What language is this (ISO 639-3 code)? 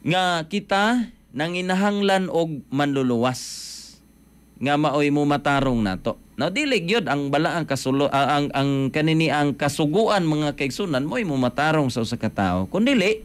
ceb